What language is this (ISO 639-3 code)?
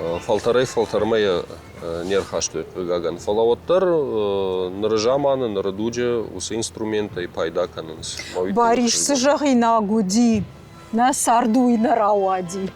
oss